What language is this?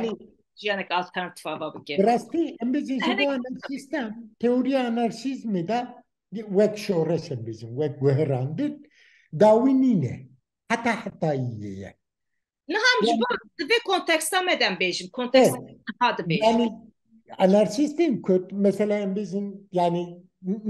Kurdish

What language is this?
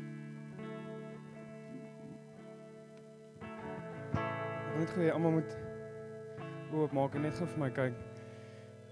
Afrikaans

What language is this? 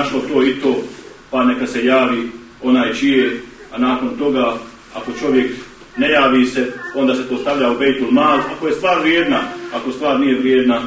Bosnian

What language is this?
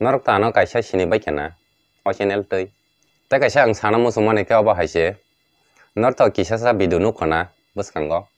Kok Borok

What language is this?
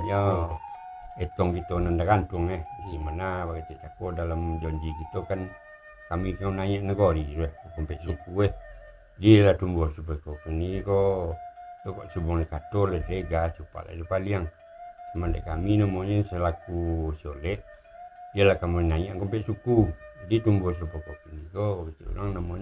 Minangkabau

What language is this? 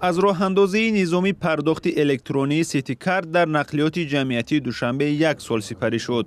Tajik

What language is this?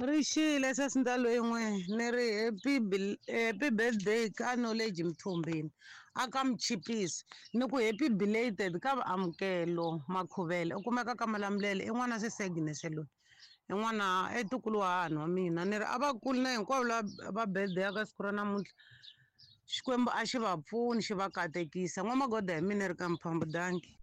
Tsonga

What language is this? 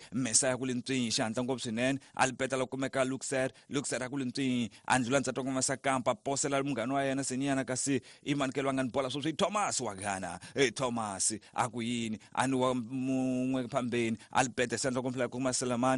Tsonga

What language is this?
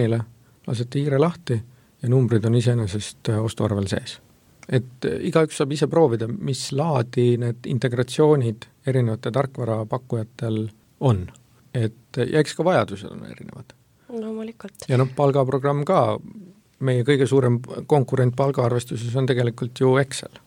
Estonian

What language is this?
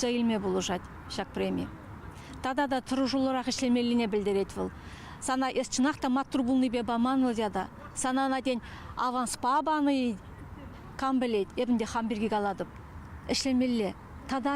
Chuvash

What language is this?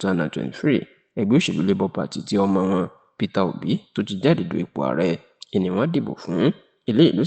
Yoruba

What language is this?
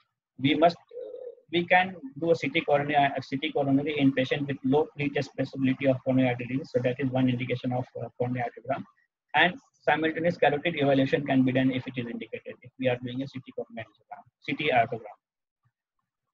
English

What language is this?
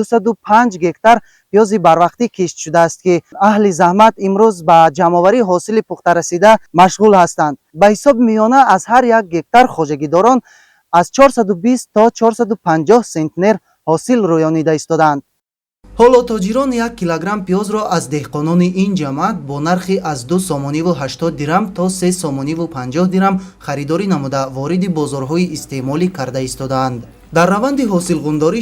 Tajik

